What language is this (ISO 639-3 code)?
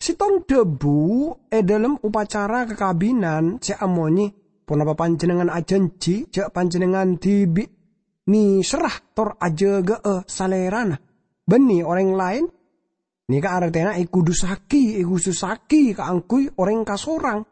mad